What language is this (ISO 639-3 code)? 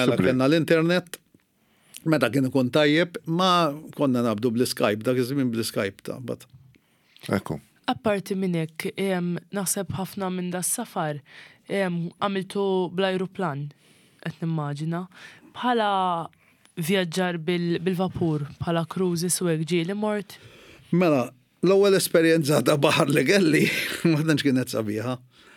mlt